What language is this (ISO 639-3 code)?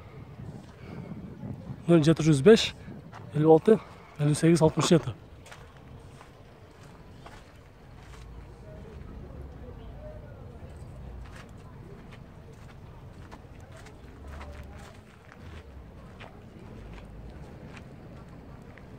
kir